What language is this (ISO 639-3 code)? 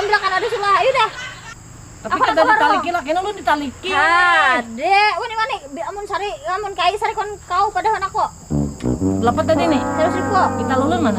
bjn